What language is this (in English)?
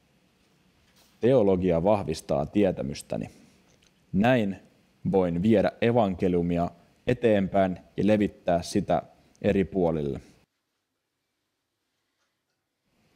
Finnish